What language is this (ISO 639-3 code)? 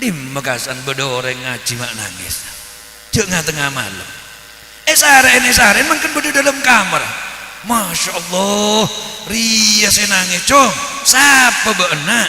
mad